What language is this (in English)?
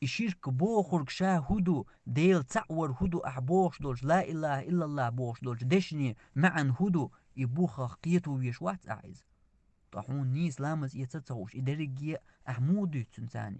Chechen